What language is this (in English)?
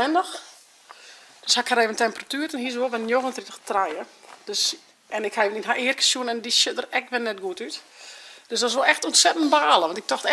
Western Frisian